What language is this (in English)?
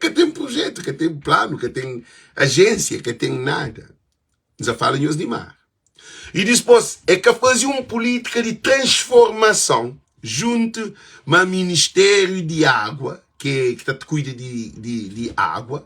Kabuverdianu